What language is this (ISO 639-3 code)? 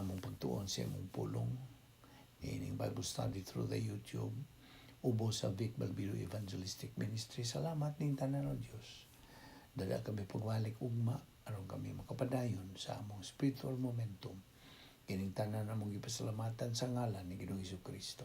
ceb